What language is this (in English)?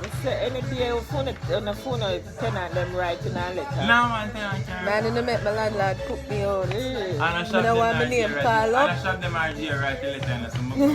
Jamaican Creole English